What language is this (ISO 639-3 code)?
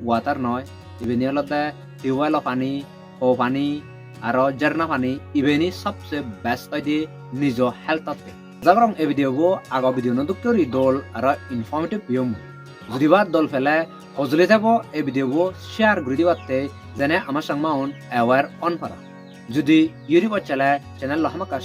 ccp